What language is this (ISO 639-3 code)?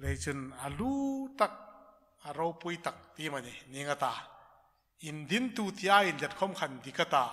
hmr